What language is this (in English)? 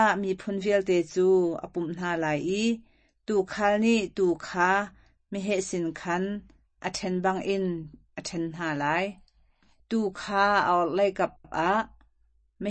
Hakha Chin